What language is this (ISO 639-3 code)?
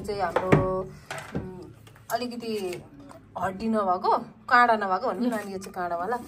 nep